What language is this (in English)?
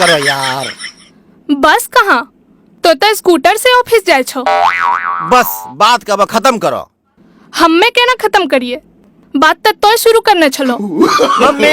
Angika